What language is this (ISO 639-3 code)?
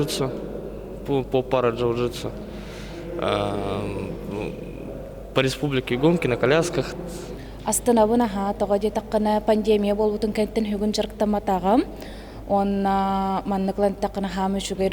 sah